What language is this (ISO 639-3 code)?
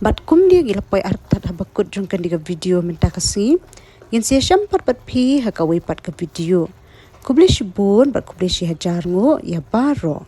kha